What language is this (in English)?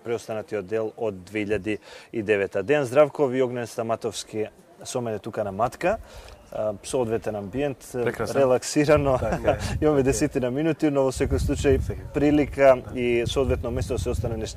Macedonian